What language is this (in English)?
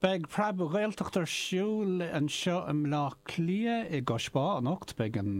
Irish